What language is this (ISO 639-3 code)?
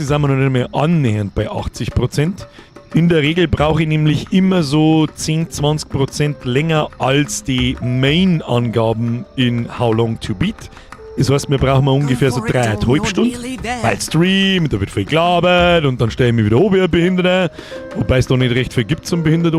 bar